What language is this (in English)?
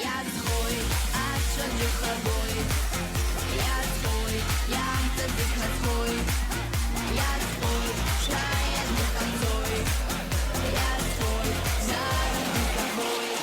Abkhazian